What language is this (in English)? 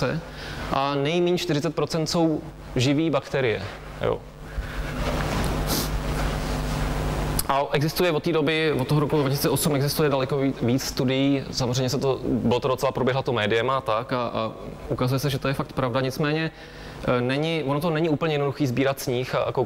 Czech